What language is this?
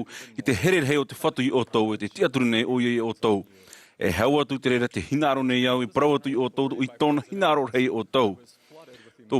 Tahitian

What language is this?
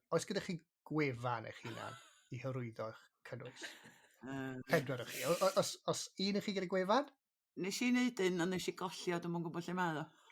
Welsh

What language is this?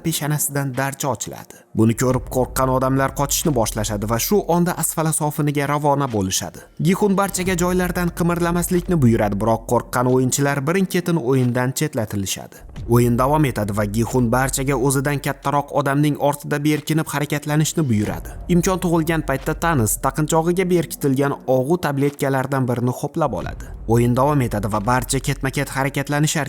Uzbek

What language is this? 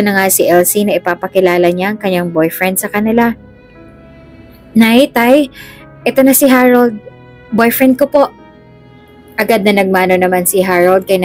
Filipino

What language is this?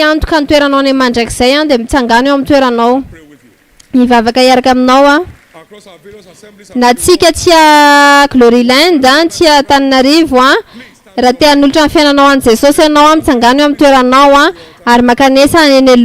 Malagasy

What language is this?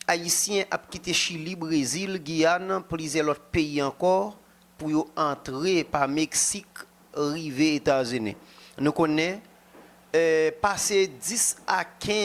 Haitian Creole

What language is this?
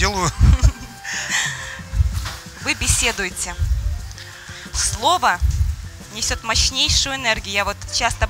Russian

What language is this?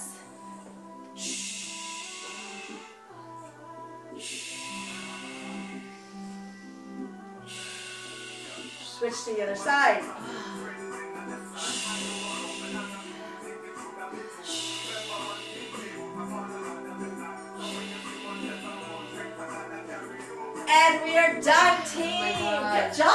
English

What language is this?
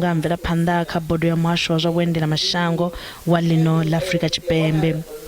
Venda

